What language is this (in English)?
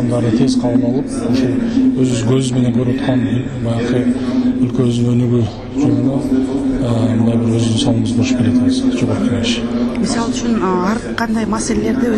Kyrgyz